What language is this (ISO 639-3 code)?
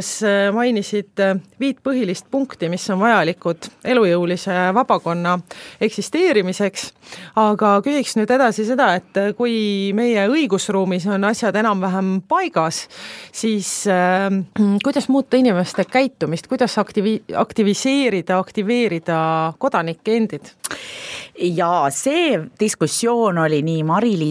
est